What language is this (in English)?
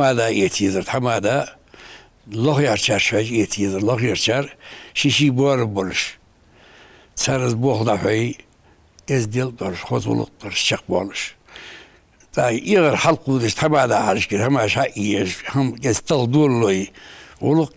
Ingush